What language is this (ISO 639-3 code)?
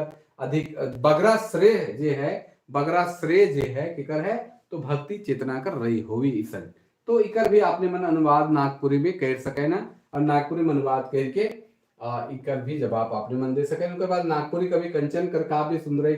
sck